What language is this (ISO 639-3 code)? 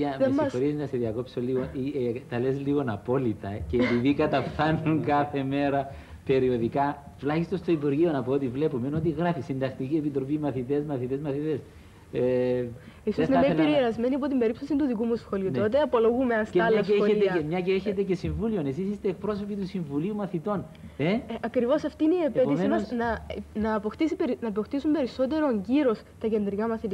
ell